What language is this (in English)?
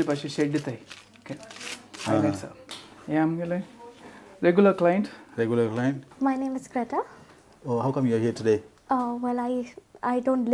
Konkani